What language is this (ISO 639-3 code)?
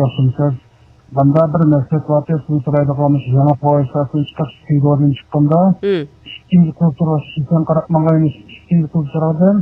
uig